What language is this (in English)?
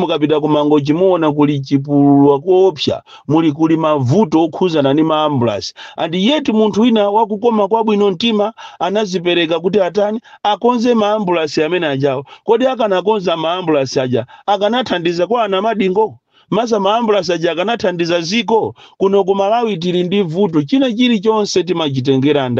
Nyanja